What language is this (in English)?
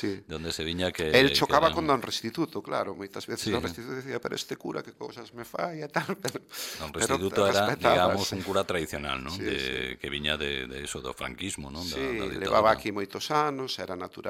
Galician